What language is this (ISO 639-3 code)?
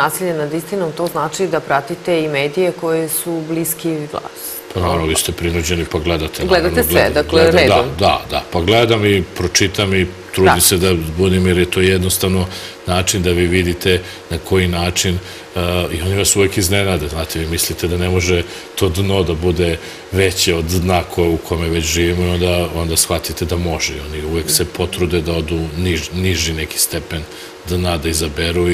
srp